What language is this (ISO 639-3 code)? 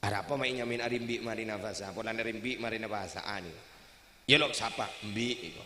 mad